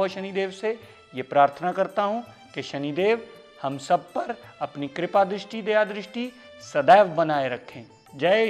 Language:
Hindi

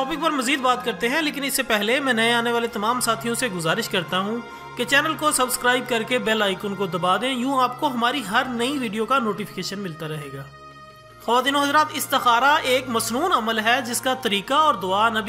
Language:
Urdu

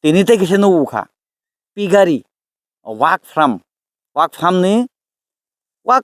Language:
Kok Borok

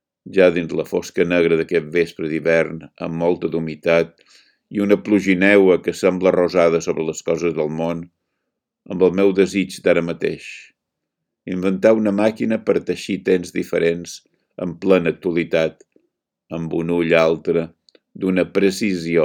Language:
Catalan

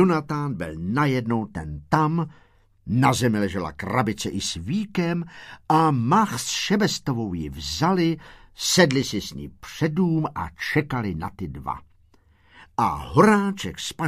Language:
Czech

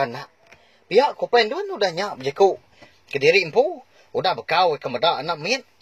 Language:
Iban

